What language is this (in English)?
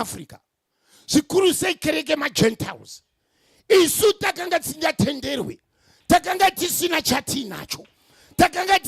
Shona